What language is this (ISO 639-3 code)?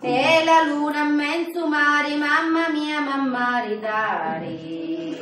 scn